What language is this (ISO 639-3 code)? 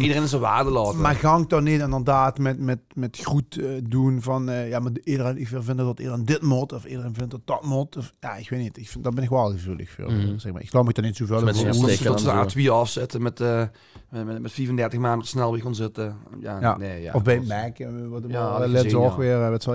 lim